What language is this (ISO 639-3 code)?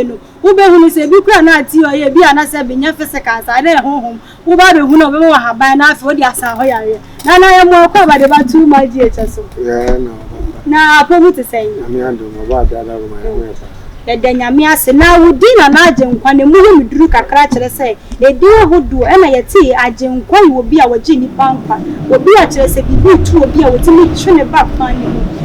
aka